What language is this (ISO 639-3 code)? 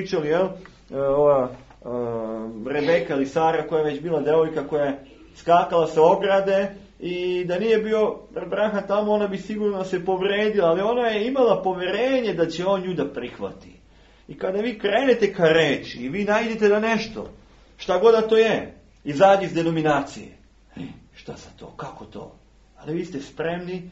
srp